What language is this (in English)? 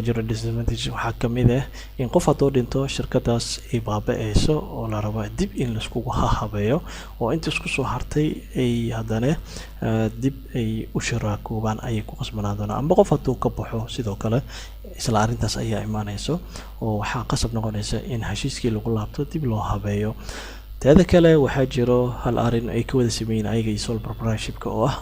Somali